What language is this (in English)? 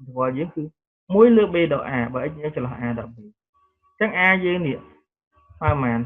Khmer